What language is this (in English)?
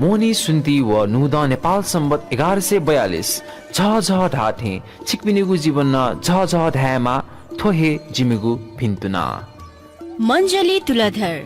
Newari